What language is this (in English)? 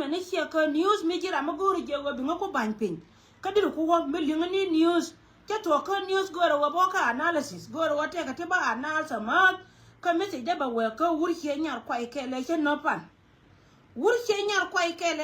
Nuer